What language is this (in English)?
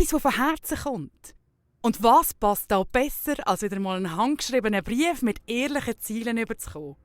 Swiss German